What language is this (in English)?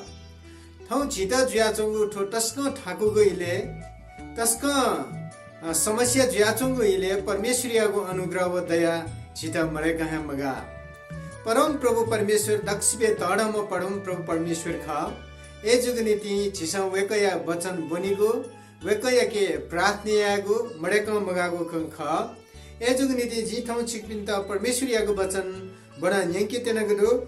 Newari